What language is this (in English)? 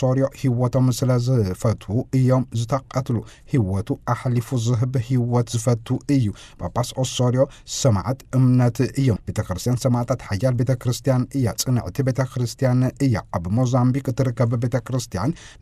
Tigrinya